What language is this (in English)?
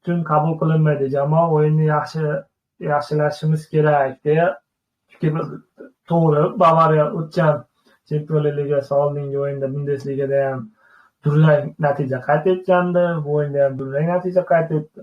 Uzbek